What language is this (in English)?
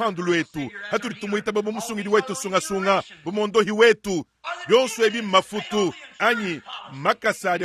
Luba-Lulua